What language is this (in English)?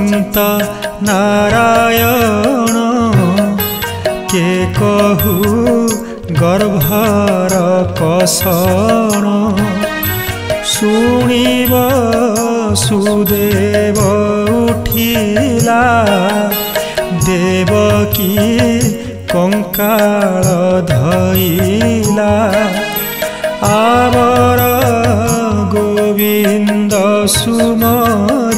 Odia